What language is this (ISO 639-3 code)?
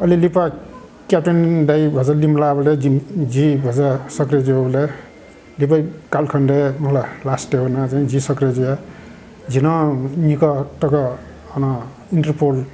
new